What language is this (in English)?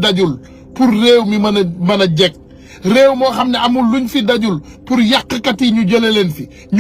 Wolof